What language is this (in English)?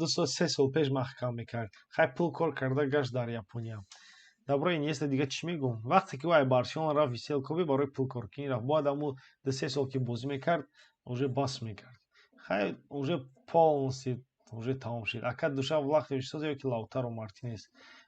Tajik